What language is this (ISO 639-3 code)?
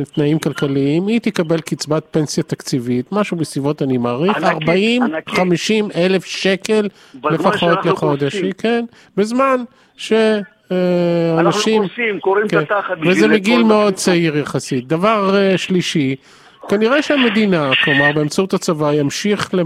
heb